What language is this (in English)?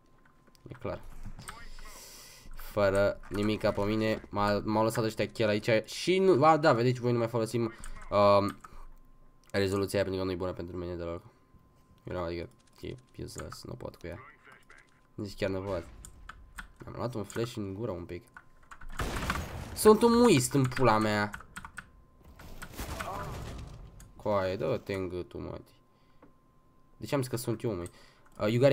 Romanian